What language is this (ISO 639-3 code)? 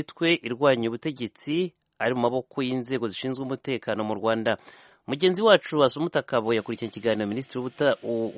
kin